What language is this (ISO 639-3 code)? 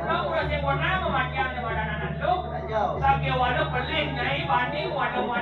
ban